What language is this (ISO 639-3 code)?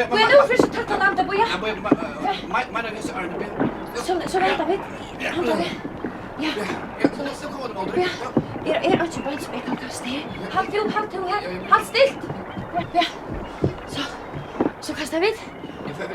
fao